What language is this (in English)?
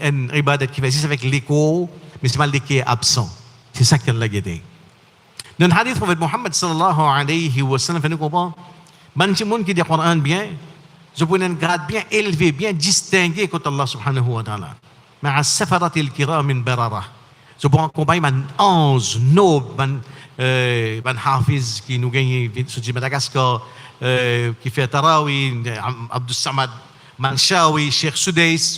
Morisyen